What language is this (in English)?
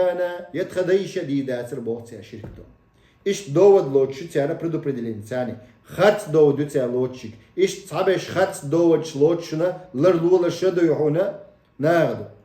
Chechen